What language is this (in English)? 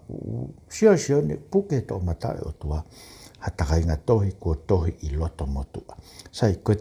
Tongan